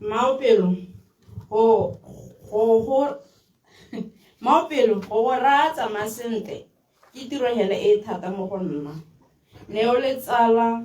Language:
Tswana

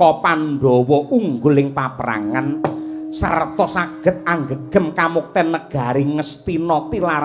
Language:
Javanese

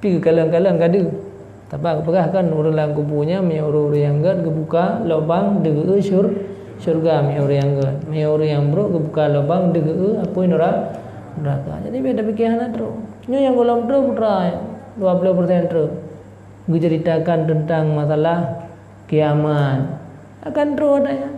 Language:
Achinese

